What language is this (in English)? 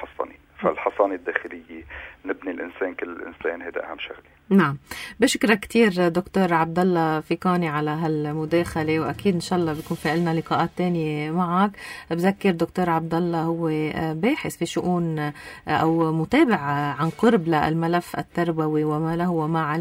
North Levantine Arabic